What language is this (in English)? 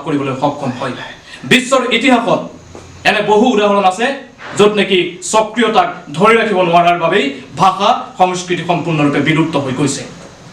Assamese